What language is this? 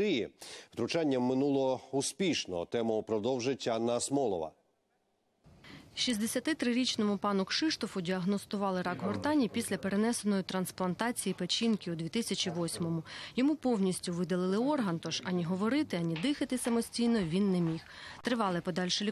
Ukrainian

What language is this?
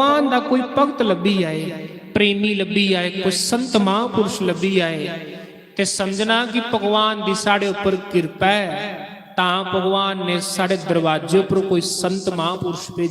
Dogri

